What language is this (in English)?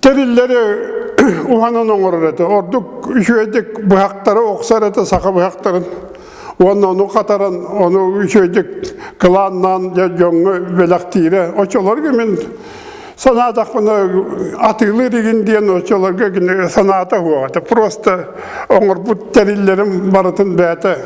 Yakut